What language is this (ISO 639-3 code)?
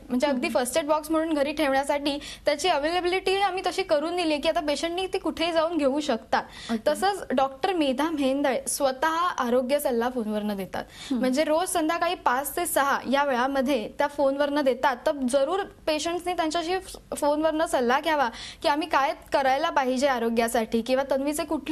mar